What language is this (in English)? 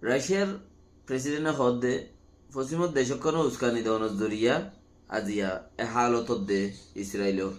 Rohingya